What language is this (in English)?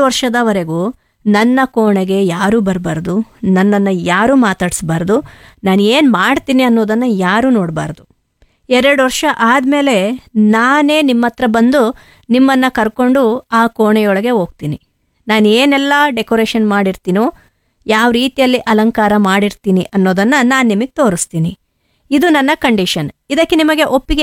Kannada